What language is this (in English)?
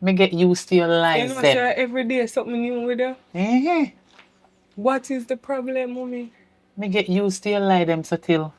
Jamaican Creole English